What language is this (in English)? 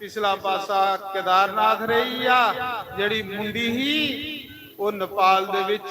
Dogri